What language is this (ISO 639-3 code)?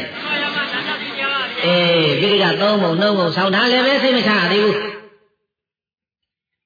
mya